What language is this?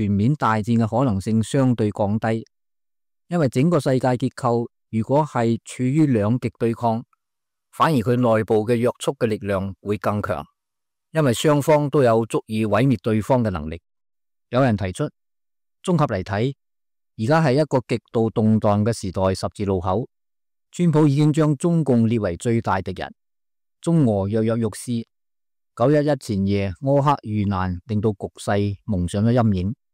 Cantonese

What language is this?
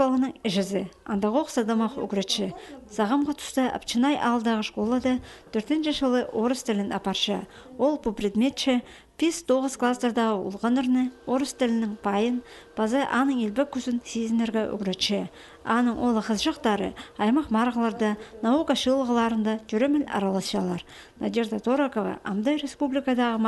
Khakas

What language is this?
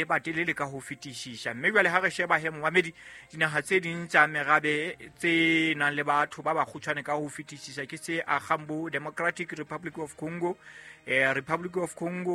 Southern Sotho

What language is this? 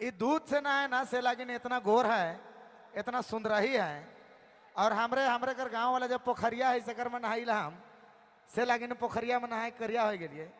Sadri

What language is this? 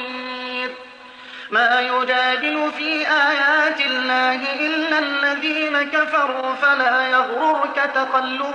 Arabic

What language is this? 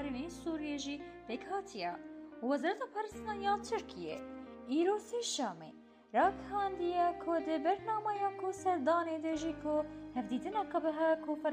Kurdish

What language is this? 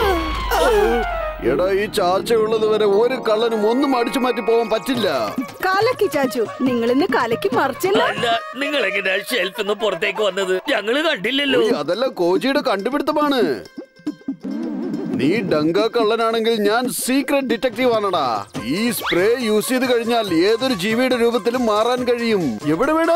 Malayalam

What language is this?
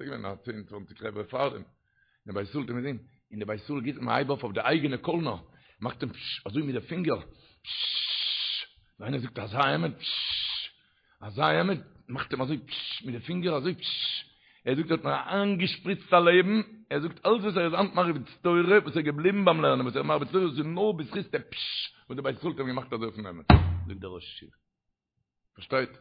Yiddish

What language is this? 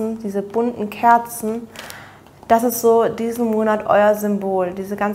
German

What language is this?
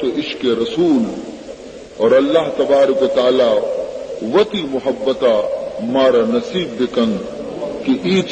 Baluchi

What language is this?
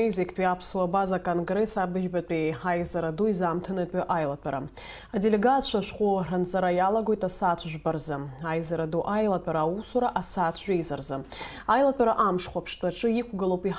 Abkhazian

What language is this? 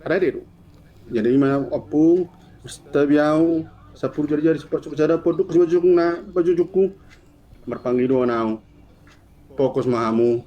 Batak Toba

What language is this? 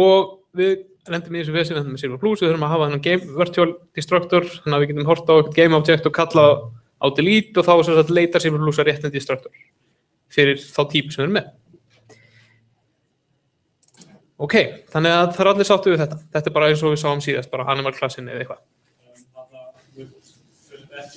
Icelandic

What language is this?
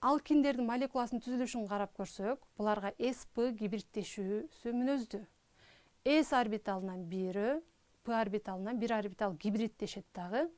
Kyrgyz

